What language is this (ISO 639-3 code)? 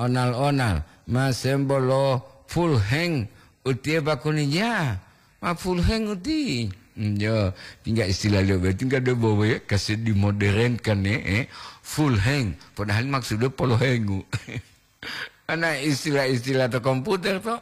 gor